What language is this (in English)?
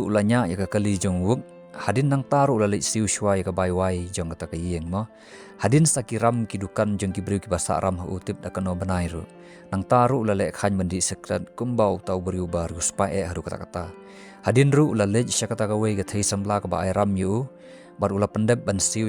Khasi